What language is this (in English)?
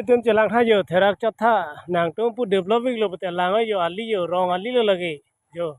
Karbi